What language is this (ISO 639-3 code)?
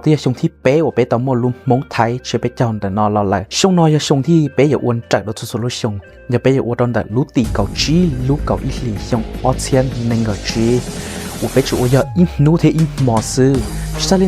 hmn